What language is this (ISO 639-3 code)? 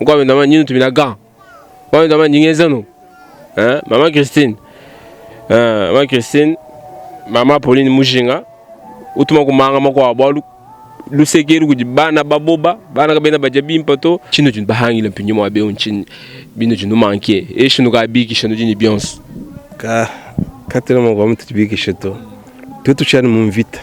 lua